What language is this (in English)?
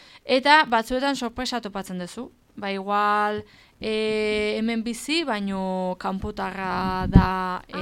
Basque